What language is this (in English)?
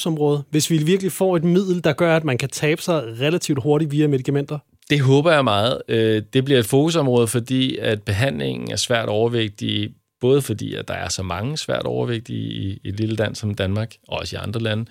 Danish